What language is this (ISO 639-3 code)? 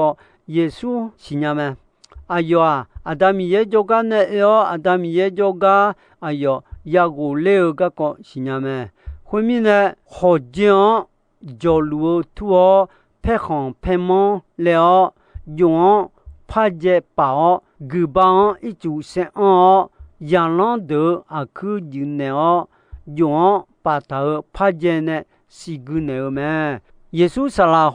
ahk